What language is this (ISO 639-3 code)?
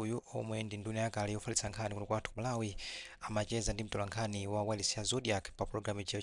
nya